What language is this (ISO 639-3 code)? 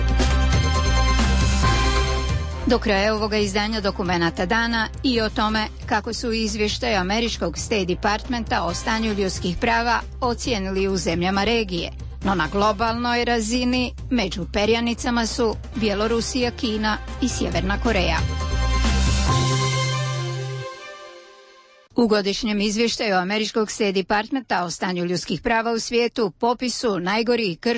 hrv